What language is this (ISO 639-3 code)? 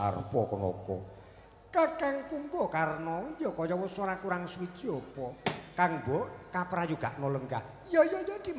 jav